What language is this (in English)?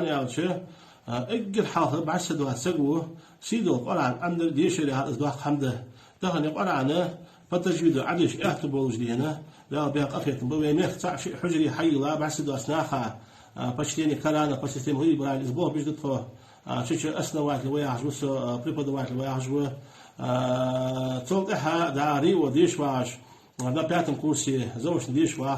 Ingush